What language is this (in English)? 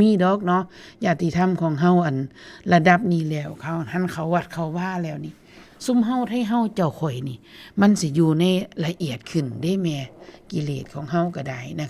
Northeastern Thai